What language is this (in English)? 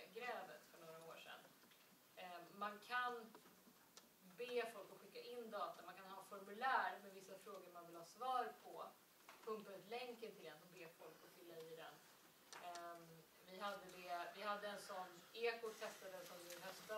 Swedish